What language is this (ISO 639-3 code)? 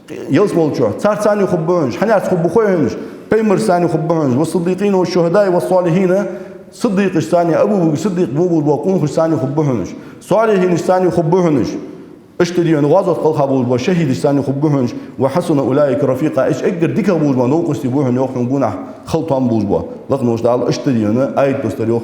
inh